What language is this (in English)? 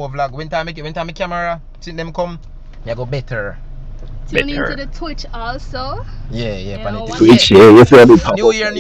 Jamaican Creole English